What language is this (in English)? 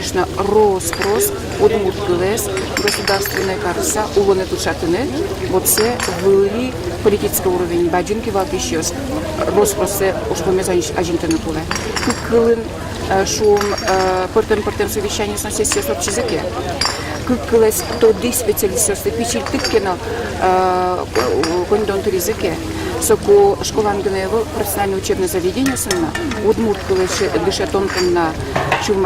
Udmurt